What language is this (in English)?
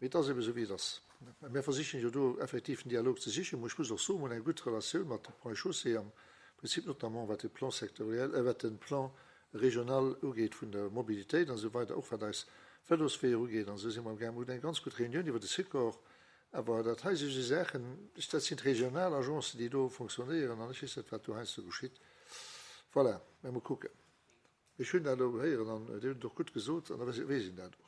Luxembourgish